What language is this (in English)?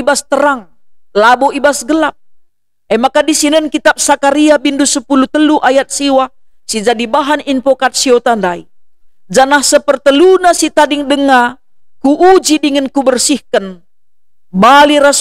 Batak Karo